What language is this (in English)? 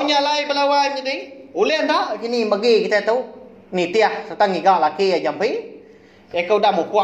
Iban